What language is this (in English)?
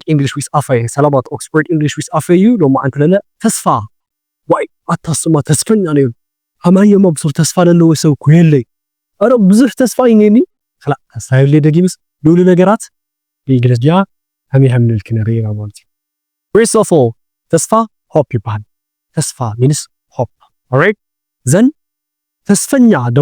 Tigrinya